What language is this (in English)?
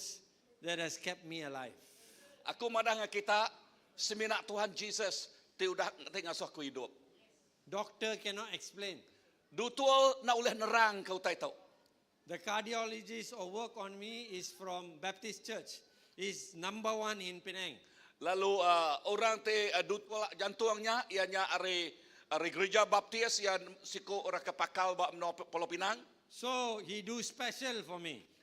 Iban